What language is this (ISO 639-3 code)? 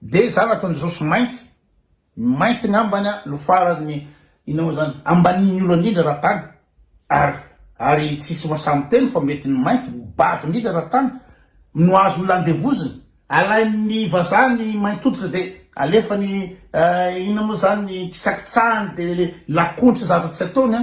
mlg